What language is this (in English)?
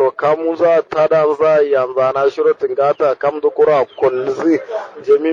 Kanuri